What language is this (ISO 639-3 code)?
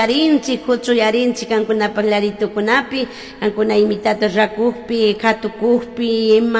qug